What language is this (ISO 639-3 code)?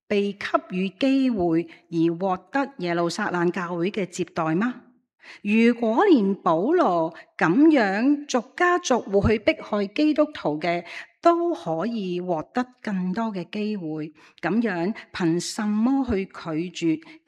yue